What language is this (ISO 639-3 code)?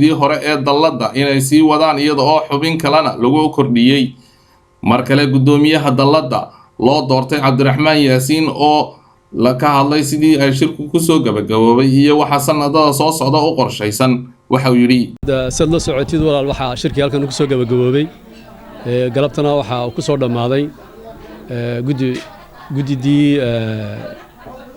som